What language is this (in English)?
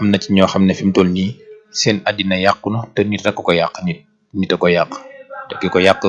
Wolof